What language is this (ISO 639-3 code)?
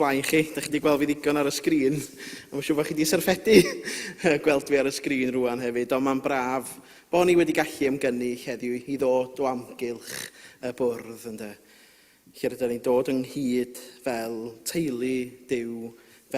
cym